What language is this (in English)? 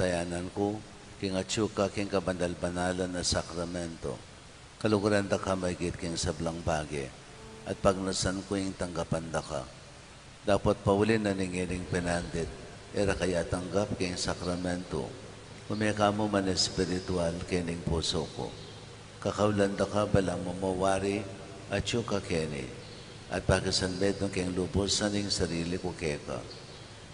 Pampanga